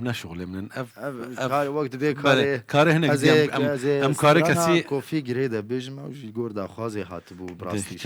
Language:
Kurdish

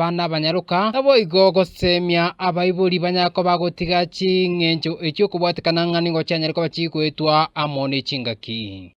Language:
Gusii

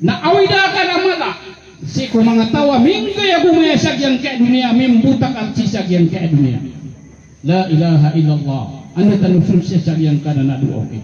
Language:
Maranao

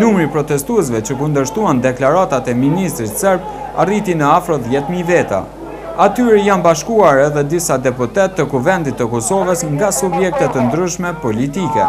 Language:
Albanian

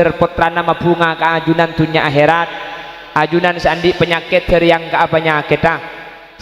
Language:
Madurese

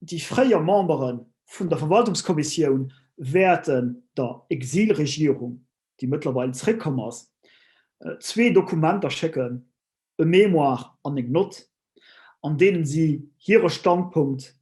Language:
Luxembourgish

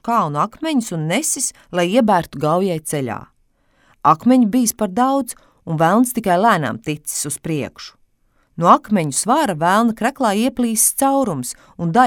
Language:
Latvian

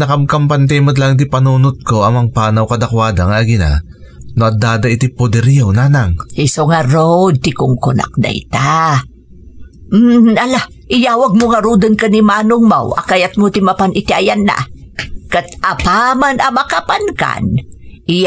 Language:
Iloko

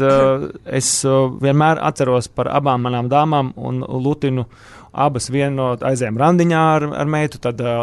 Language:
Latvian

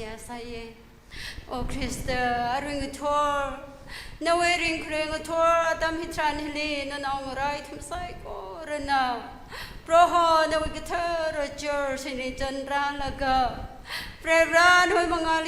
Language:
Tangkhul Naga (India)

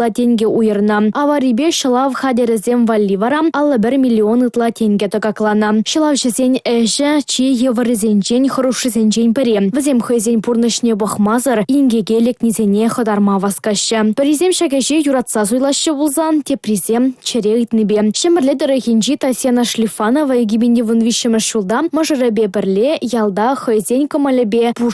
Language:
Chuvash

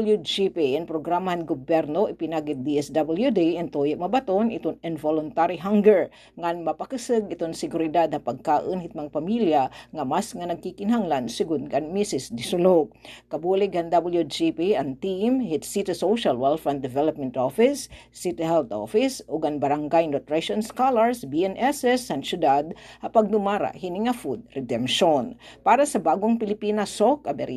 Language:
Waray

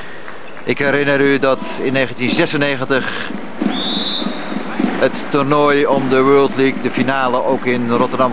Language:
Dutch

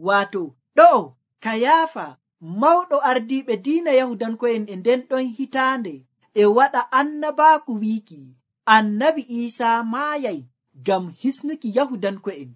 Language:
Nigerian Fulfulde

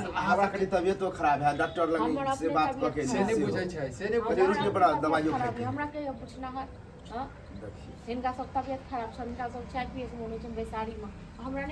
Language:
Maithili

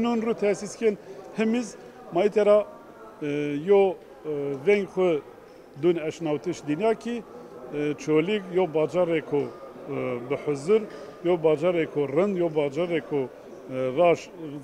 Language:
Zaza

